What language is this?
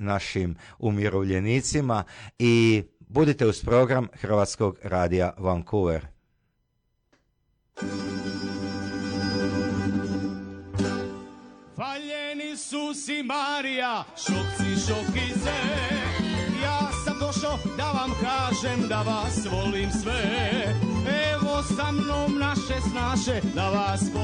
Croatian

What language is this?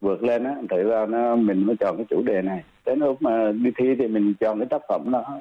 Vietnamese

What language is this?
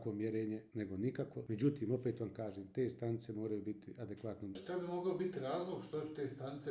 Bosnian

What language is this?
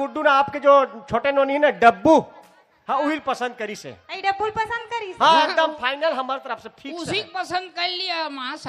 Chhattisgarhi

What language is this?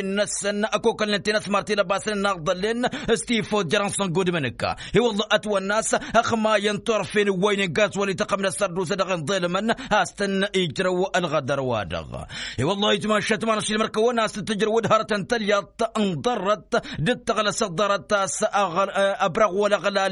Tamasheq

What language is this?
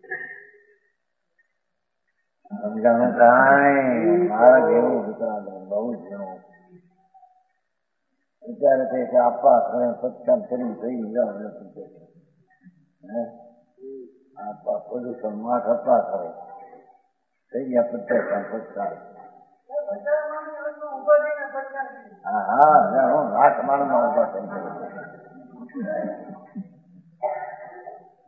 Gujarati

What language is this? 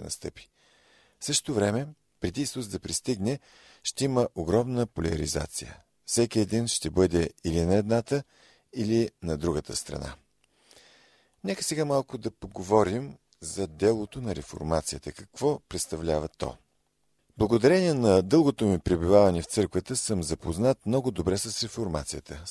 Bulgarian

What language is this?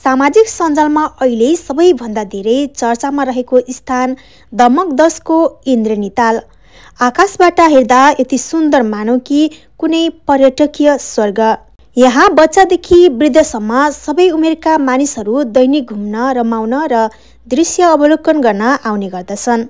Nepali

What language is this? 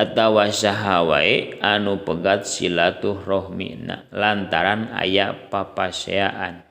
Sundanese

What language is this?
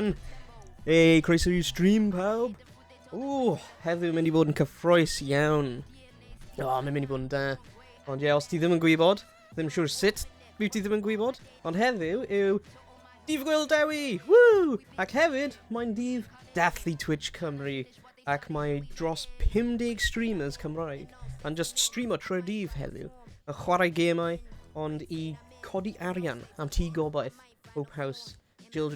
Welsh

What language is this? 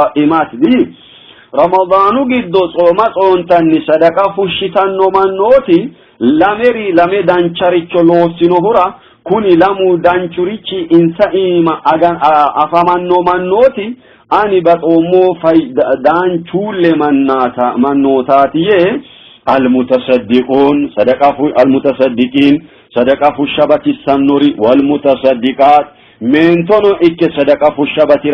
Sidamo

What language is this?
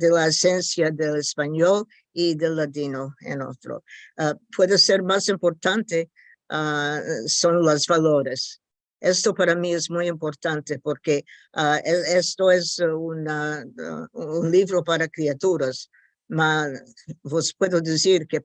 Ladino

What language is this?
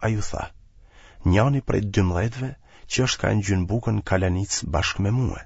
Albanian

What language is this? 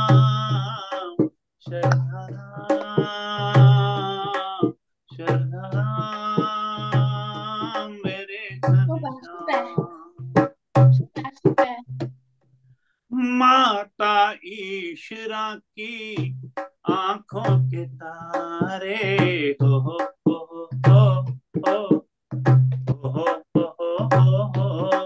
Hindi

